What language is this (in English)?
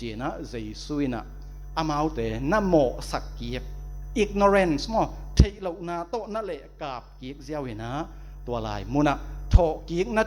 Tedim Chin